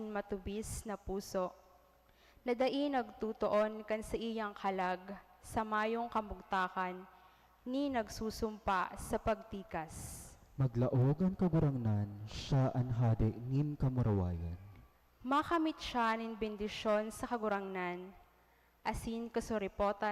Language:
Bikol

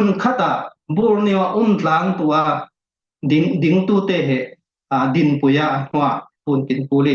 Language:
Falam Chin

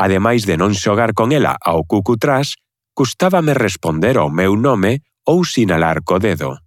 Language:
Galician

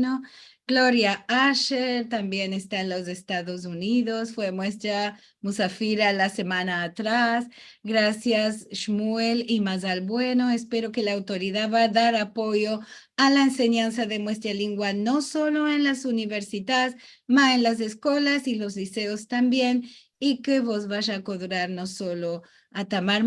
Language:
Ladino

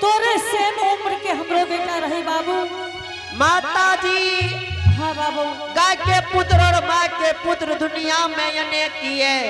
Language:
Angika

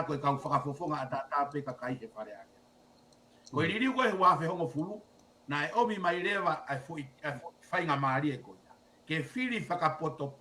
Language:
Tongan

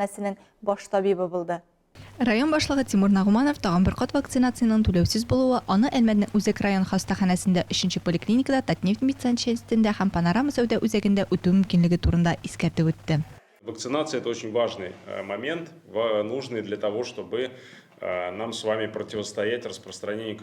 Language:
Tatar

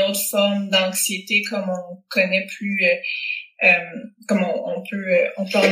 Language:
French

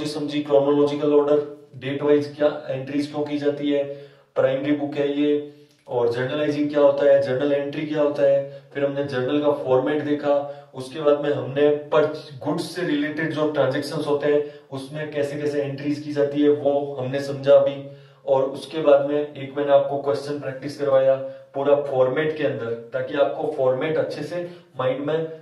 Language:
Hindi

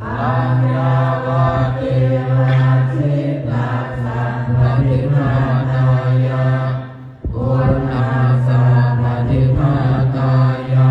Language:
Pali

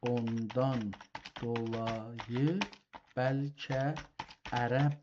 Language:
South Azerbaijani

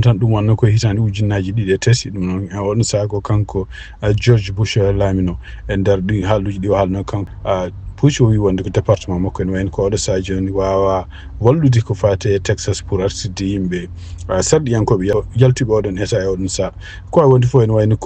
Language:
Fula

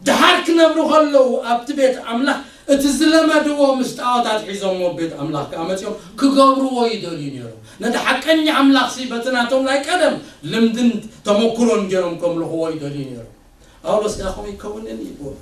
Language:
Tigrinya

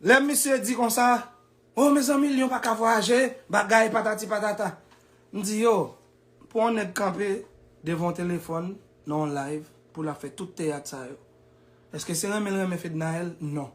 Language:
Haitian Creole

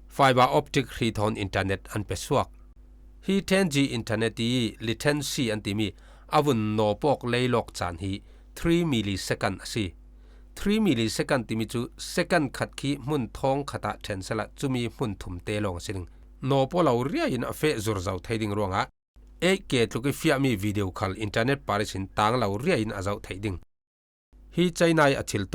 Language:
Falam Chin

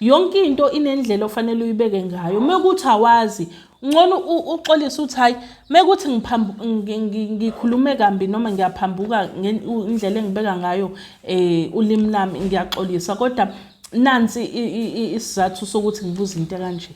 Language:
Zulu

